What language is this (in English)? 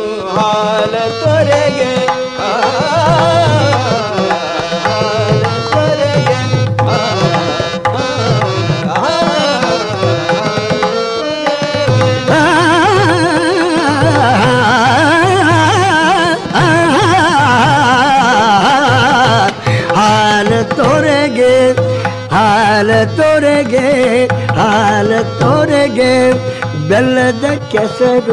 Kannada